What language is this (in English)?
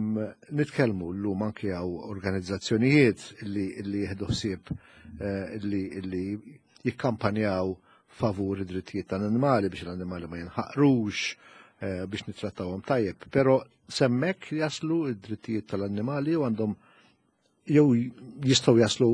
Maltese